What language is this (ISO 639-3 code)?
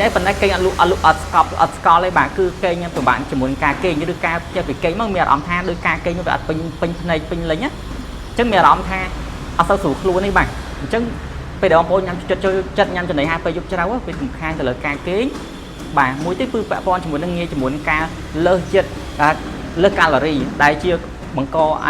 khm